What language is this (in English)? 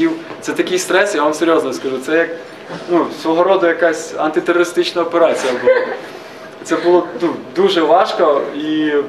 Ukrainian